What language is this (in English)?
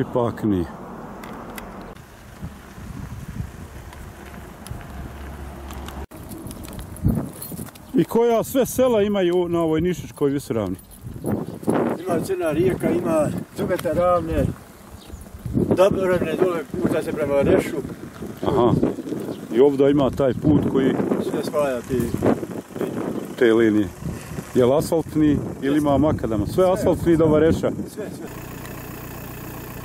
Bosnian